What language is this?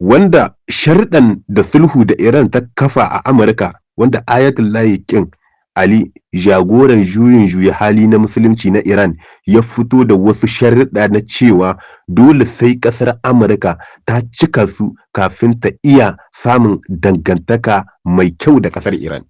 Hausa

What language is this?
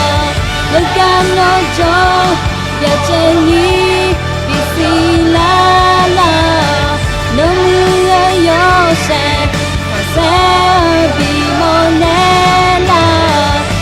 Akha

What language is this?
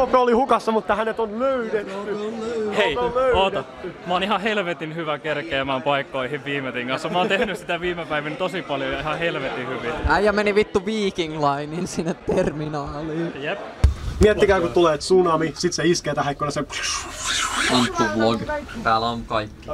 Finnish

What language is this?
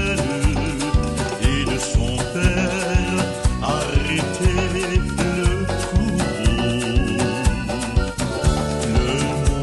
French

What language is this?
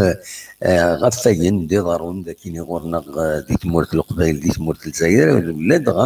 Kabyle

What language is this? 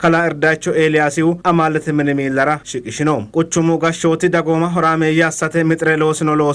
Sidamo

